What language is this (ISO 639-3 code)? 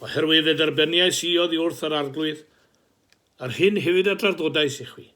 cym